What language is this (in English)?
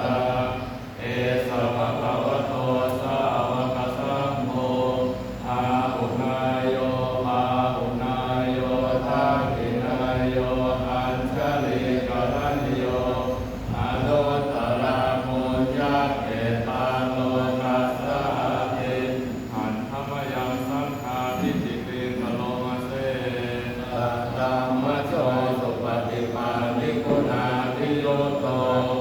Pali